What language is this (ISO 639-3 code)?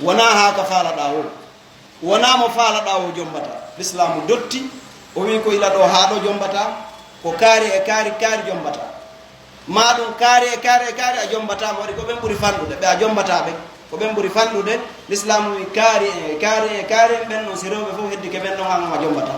ful